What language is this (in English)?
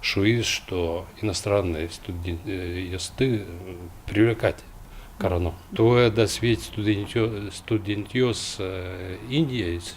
Udmurt